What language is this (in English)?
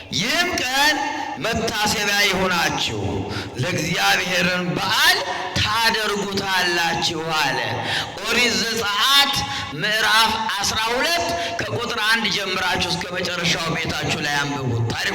Amharic